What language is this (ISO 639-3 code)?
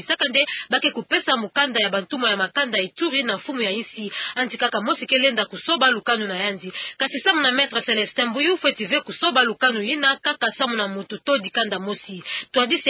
ktu